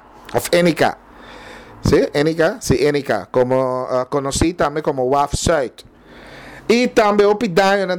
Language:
Papiamento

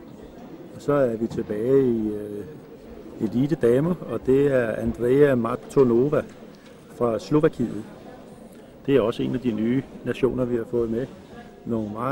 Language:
Danish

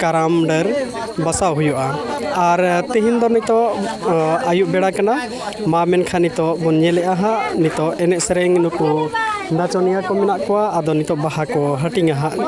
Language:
Santali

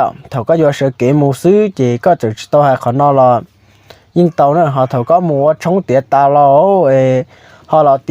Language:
Hmong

